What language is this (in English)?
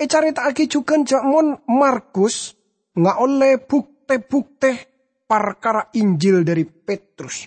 Madurese